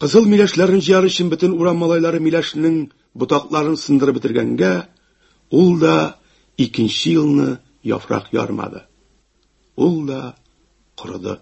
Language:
Tatar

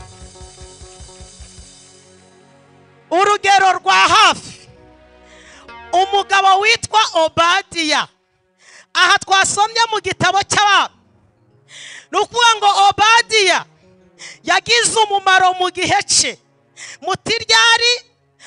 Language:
Kinyarwanda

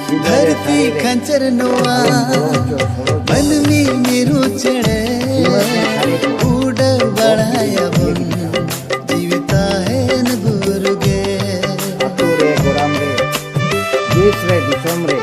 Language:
Santali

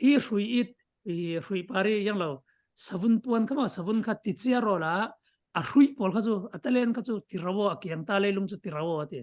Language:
Falam Chin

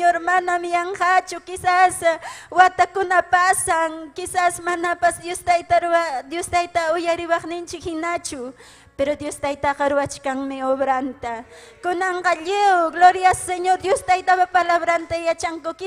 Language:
Ayacucho Quechua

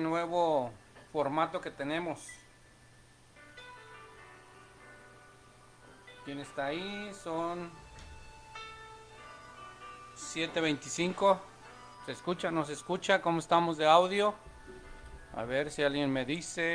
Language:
Spanish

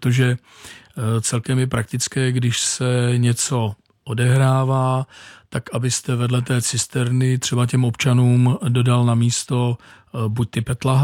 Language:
Czech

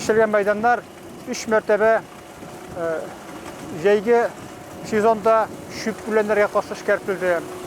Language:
Tatar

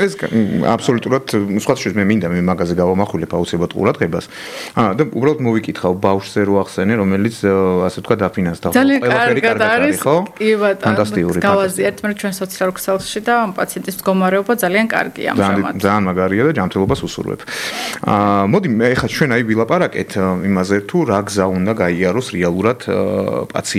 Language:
Georgian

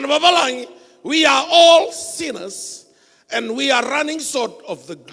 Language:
Fijian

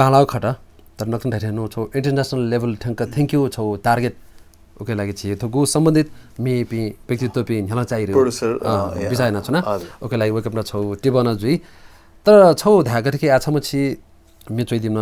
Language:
Newari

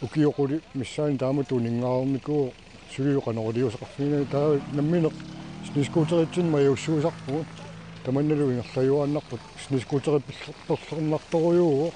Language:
Kalaallisut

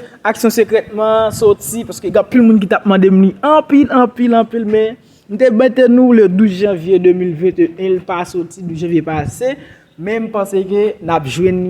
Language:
Haitian Creole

